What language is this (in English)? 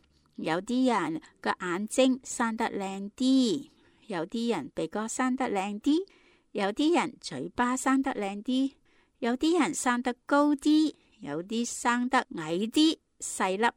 Cantonese